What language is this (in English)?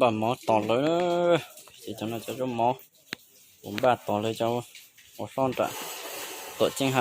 Hmong